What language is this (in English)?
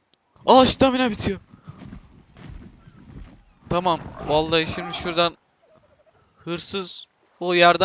Turkish